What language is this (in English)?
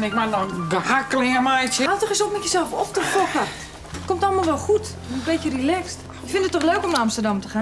Western Frisian